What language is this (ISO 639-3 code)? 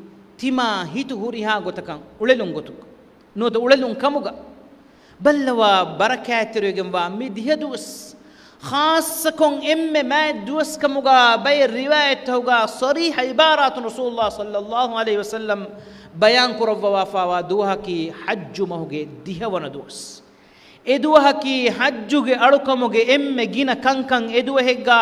div